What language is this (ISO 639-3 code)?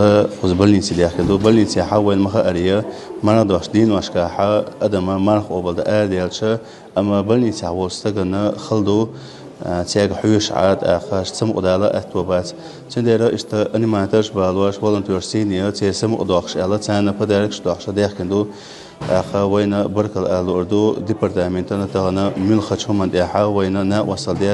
che